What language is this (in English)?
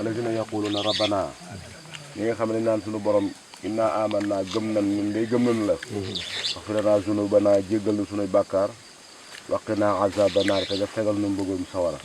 Wolof